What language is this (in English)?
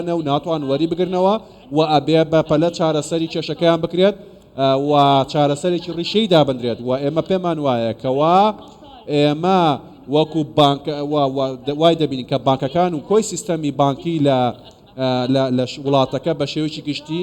Central Kurdish